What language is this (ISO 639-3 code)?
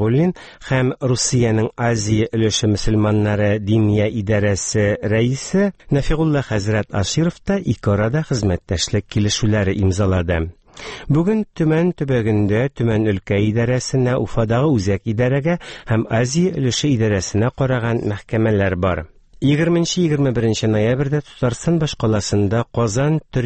tat